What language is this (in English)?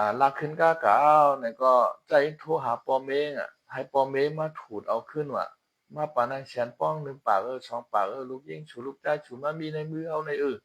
Shan